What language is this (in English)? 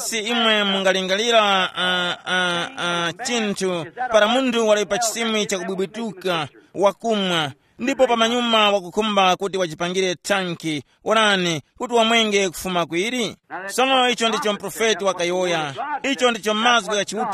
Tumbuka